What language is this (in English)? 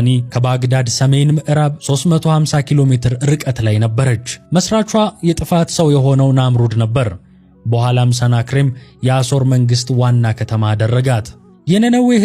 Amharic